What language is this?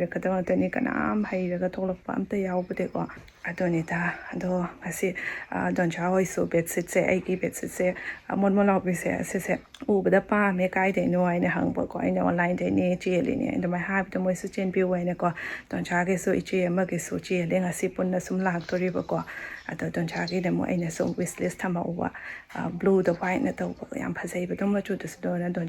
Manipuri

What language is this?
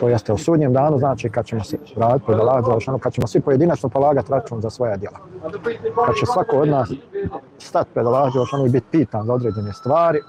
Bosnian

